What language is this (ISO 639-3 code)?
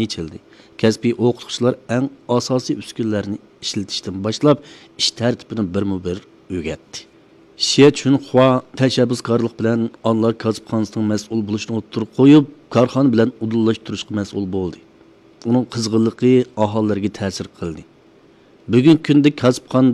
uig